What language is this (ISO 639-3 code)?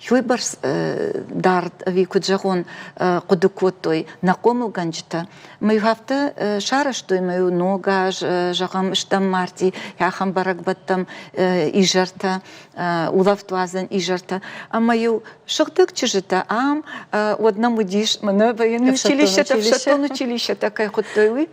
oss